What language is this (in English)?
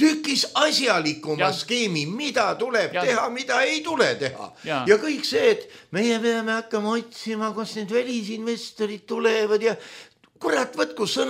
Estonian